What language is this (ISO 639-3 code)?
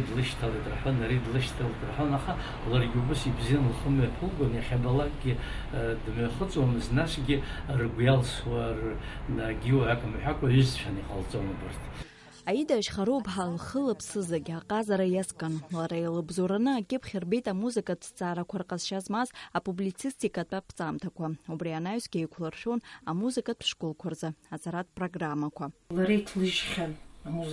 abk